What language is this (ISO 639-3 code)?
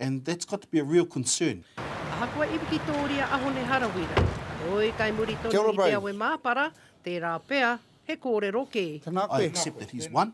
mri